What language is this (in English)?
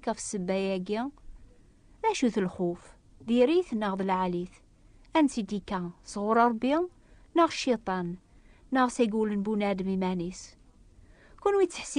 Kabyle